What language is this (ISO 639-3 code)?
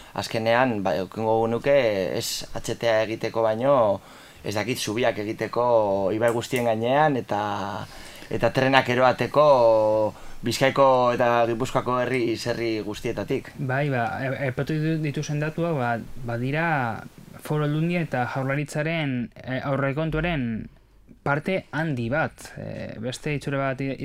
eus